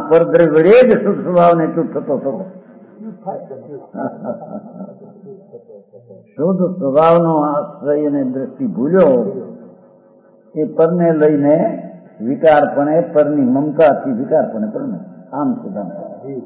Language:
Gujarati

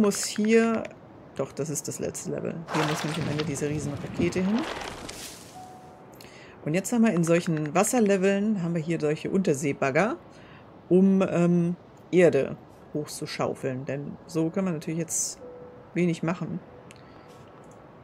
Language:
German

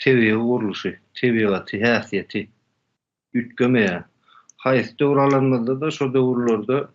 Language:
Turkmen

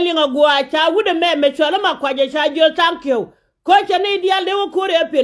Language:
Nuer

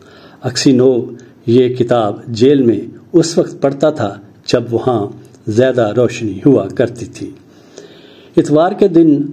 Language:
Urdu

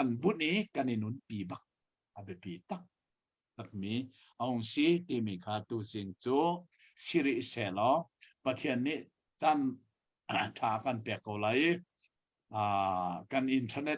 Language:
Hakha Chin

